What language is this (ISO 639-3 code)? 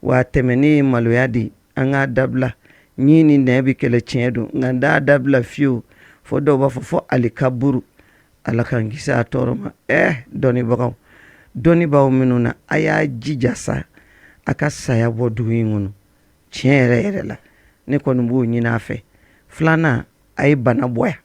bam